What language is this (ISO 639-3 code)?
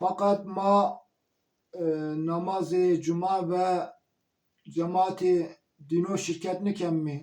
zza